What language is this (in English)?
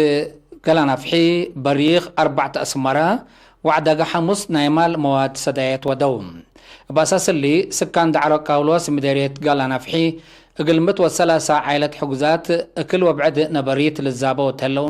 Tigre